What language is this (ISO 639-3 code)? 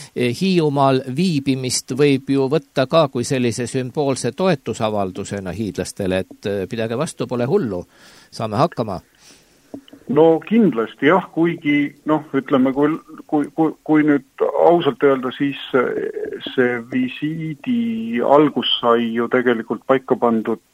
est